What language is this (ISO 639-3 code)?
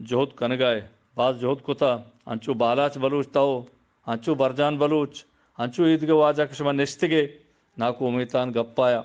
bgp